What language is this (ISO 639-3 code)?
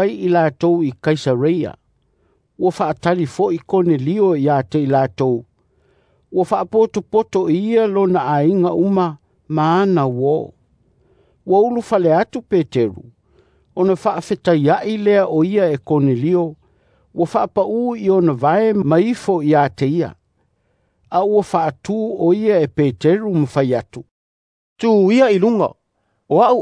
smo